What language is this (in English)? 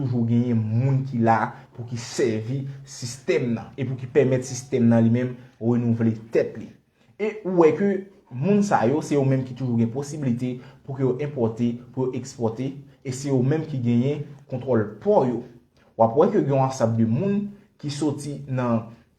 Haitian Creole